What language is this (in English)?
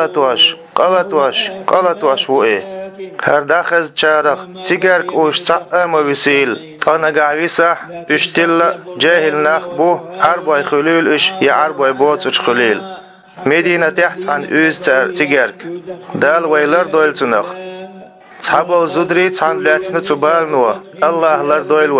Chechen